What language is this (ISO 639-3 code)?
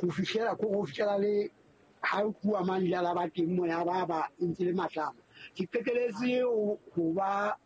sot